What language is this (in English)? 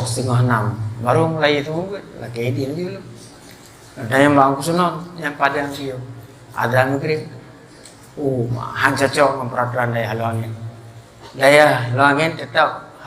Achinese